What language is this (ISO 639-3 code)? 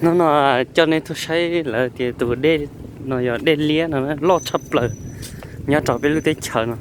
hmn